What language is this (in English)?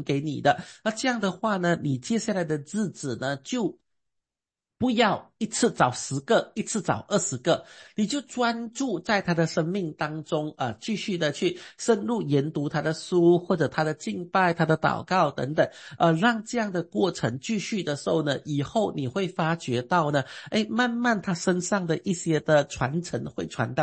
Chinese